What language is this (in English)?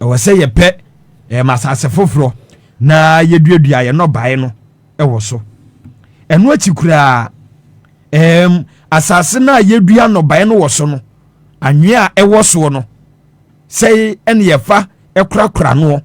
Akan